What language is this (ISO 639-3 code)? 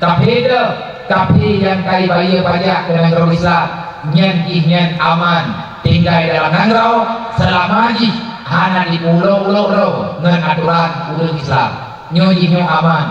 ace